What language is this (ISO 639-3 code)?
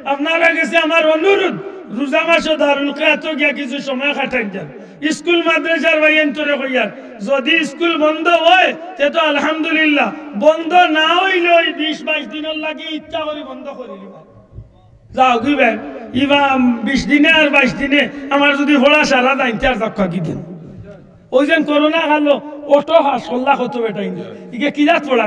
syl